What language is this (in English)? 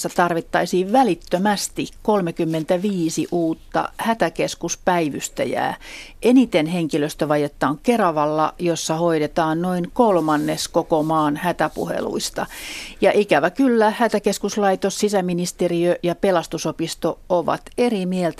Finnish